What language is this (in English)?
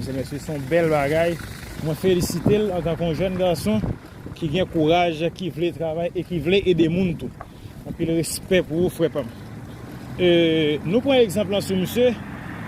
Haitian Creole